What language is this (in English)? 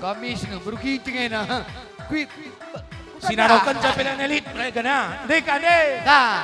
Batak Karo